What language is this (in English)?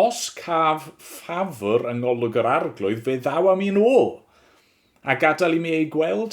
Welsh